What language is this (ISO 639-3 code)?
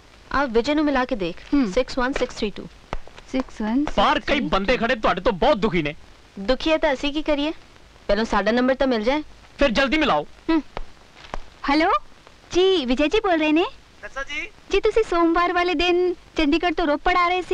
pan